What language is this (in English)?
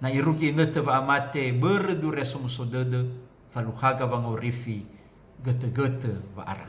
Nias